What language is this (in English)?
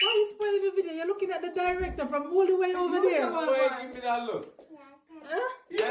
Jamaican Creole English